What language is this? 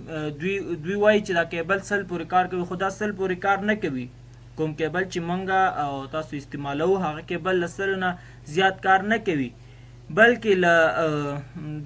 Pashto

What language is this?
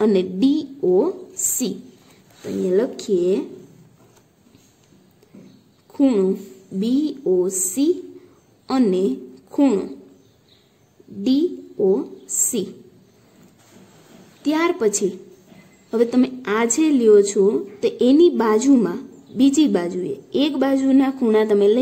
Gujarati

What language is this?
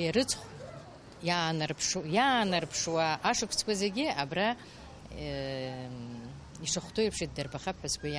Abkhazian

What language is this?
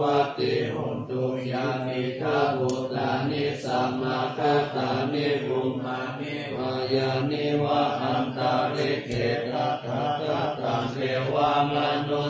Pali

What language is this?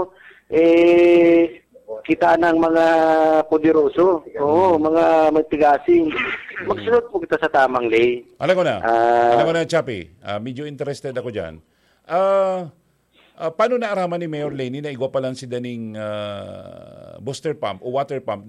Bikol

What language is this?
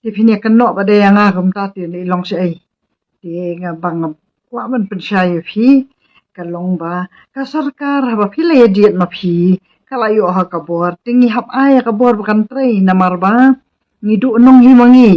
Khasi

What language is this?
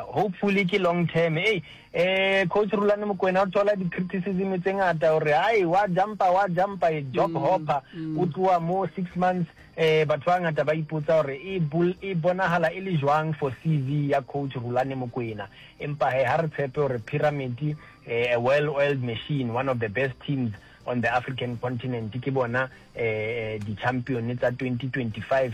Northern Sotho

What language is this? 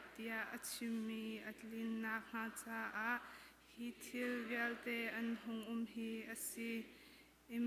Hakha Chin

